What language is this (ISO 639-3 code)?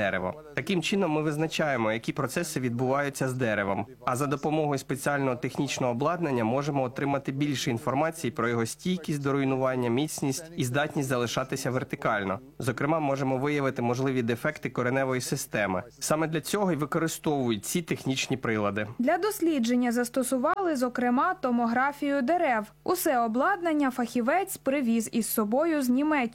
ukr